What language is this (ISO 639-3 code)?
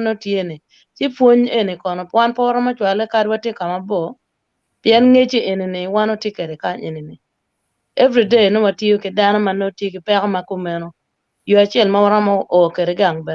ach